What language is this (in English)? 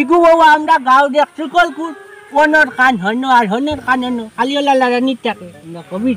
Sylheti